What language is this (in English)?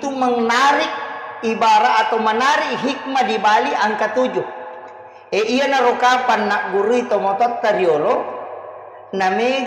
Buginese